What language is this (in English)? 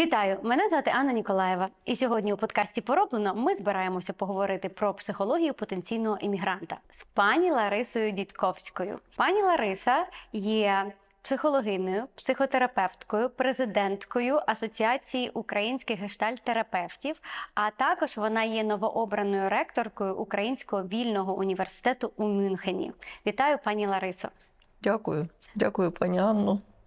Ukrainian